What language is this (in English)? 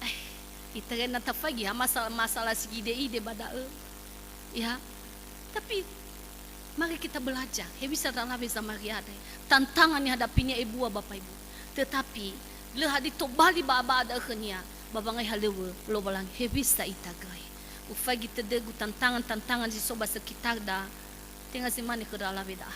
Nias